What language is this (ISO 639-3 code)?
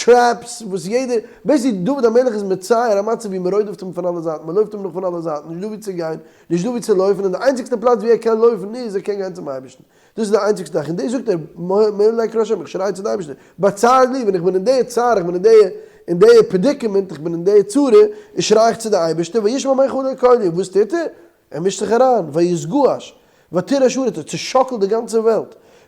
yid